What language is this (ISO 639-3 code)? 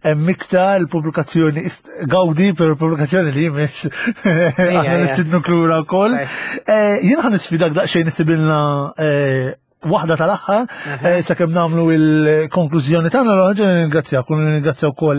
mlt